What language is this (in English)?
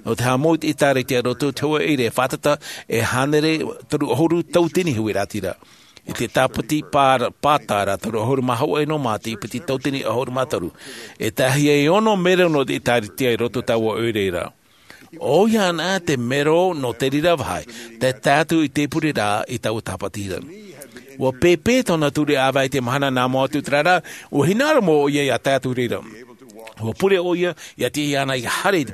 Tahitian